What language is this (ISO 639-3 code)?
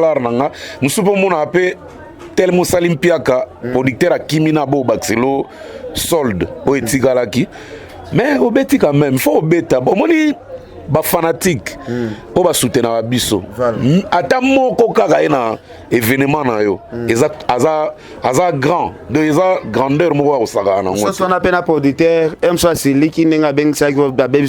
lin